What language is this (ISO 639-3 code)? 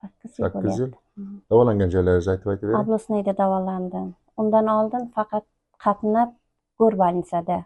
uzb